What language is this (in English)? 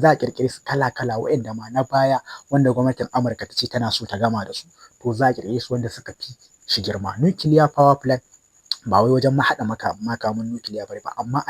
Hausa